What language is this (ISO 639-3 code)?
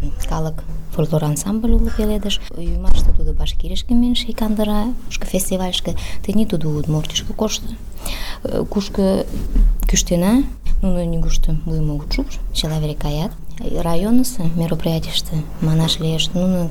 chm